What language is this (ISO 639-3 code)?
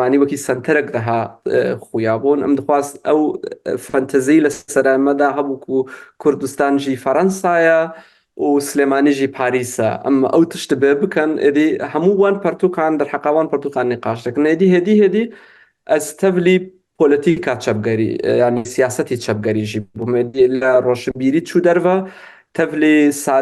kur